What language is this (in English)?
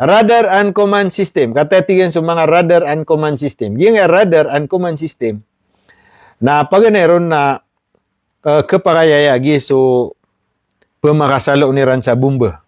Maranao